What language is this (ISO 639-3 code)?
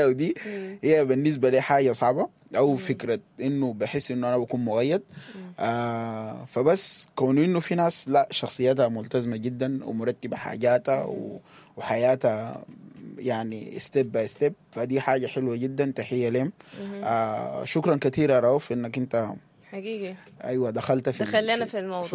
apd